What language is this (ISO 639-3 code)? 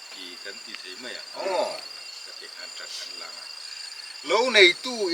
lus